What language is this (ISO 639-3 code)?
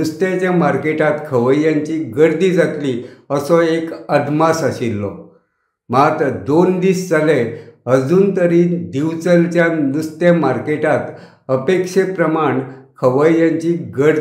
kok